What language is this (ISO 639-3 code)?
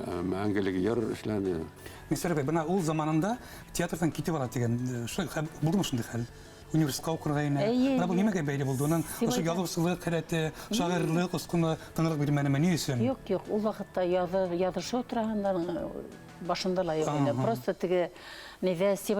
bak